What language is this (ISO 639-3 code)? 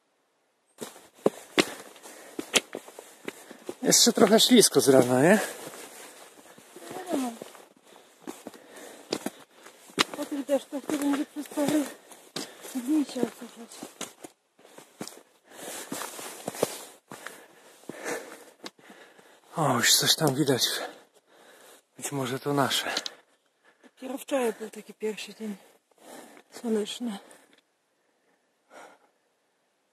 pol